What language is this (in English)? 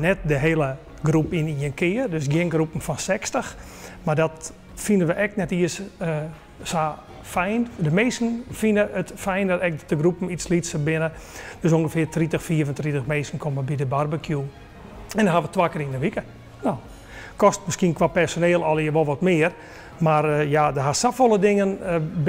Western Frisian